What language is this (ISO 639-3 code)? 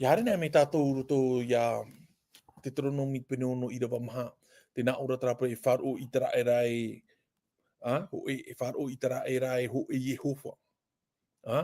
tah